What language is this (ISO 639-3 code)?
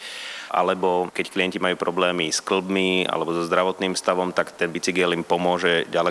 slk